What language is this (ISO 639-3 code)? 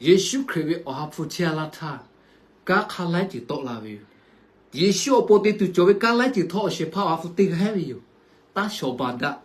lhu